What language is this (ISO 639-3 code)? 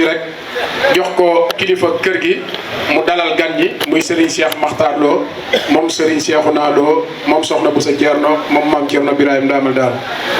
wol